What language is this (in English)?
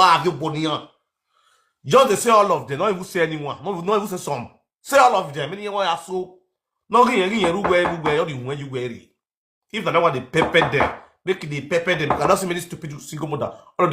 Nigerian Pidgin